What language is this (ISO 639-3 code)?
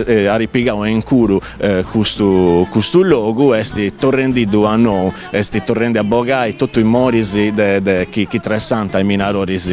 srd